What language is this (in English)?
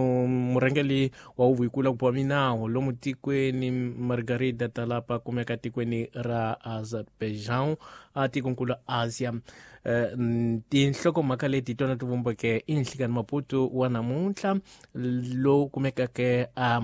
Tsonga